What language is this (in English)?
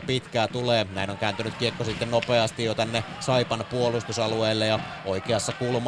Finnish